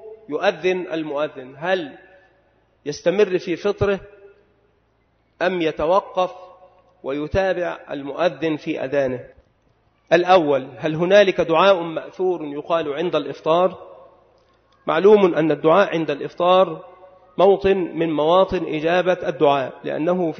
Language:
Arabic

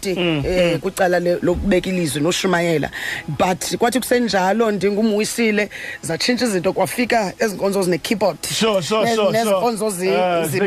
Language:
Xhosa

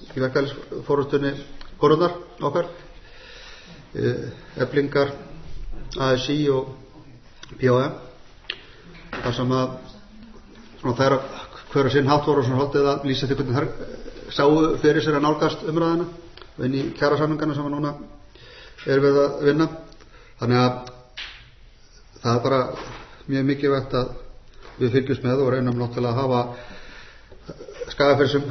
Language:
Icelandic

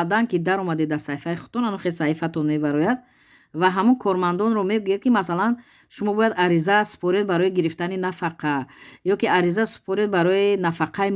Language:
Tajik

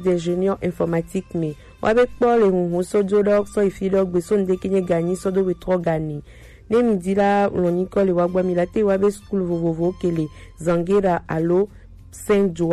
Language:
Gen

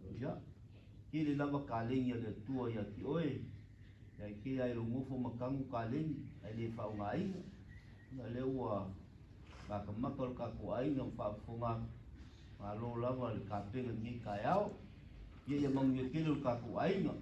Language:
Samoan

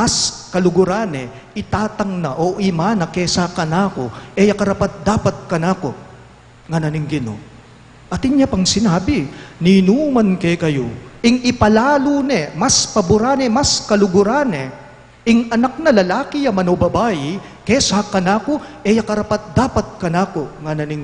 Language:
Pampanga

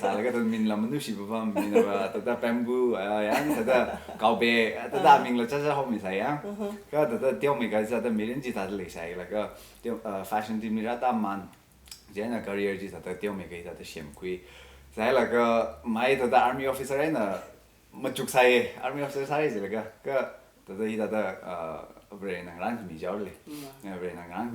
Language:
Tangkhul Naga (India)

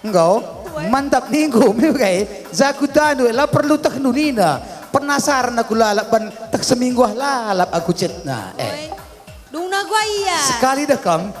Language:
Batak Karo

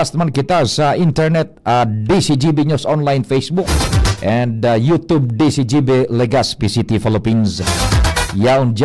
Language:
Bikol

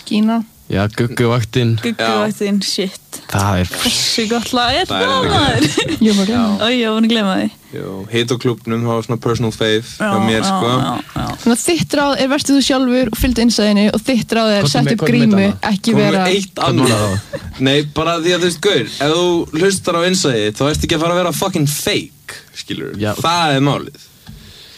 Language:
Icelandic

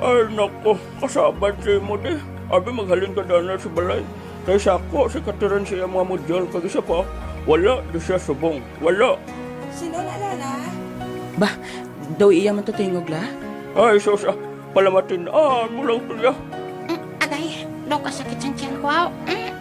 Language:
Hiligaynon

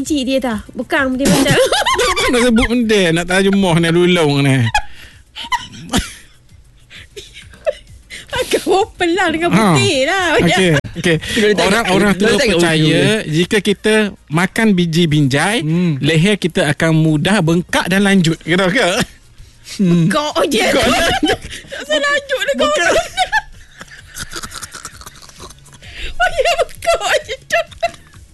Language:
Malay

